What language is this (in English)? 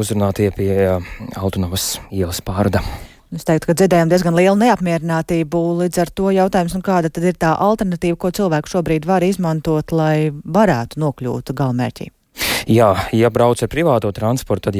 Latvian